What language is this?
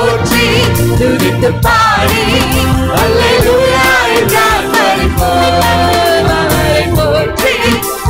Tamil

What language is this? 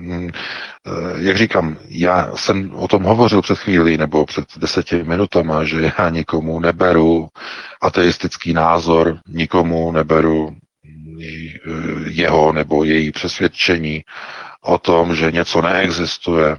Czech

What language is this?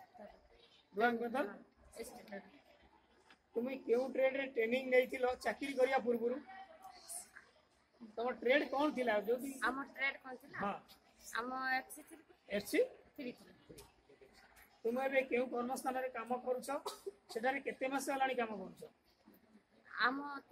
Odia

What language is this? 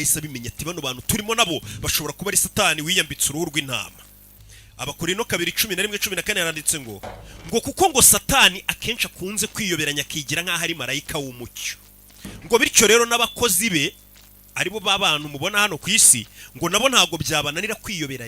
Kinyarwanda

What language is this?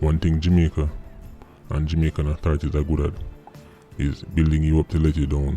Jamaican Creole English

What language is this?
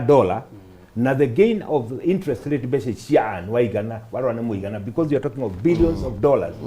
Kikuyu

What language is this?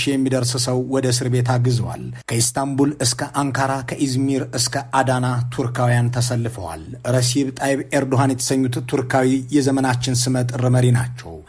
Amharic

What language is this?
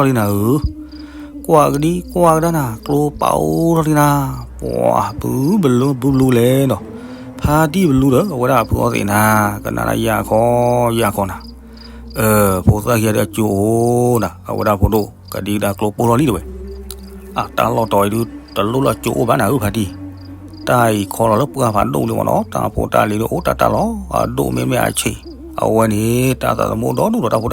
S'gaw Karen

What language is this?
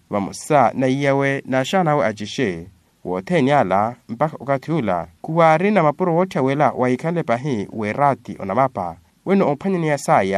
Makhuwa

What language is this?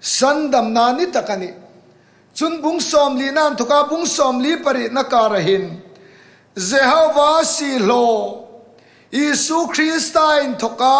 Hmar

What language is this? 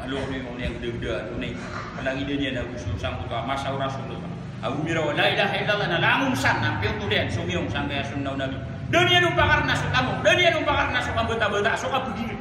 Maranao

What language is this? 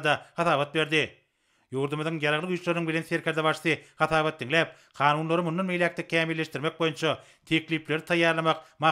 Turkmen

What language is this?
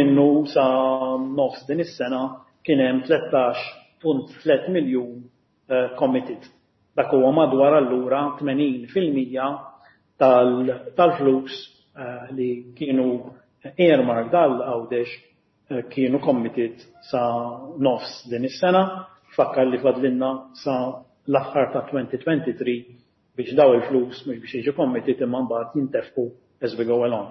Maltese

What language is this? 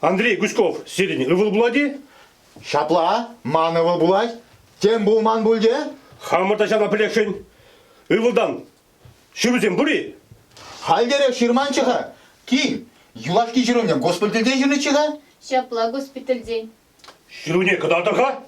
Chuvash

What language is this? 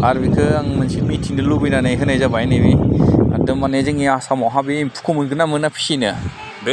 Bodo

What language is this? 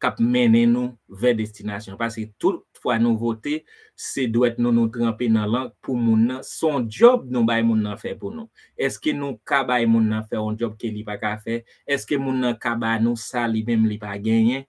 Haitian Creole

